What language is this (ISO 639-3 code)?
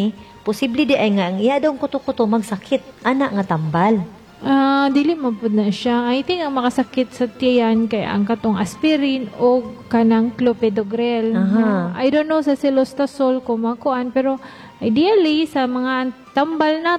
ceb